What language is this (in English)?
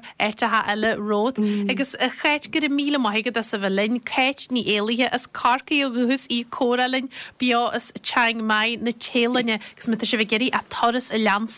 Irish